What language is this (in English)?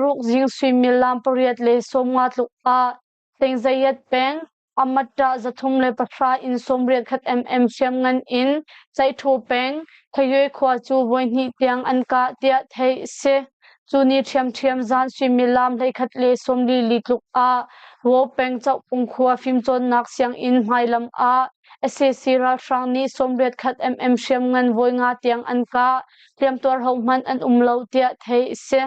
Hakha Chin